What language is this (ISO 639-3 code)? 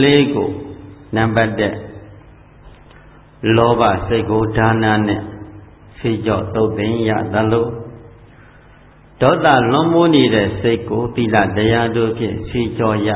mya